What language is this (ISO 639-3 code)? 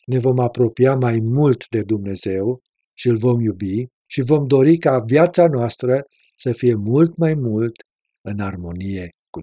ron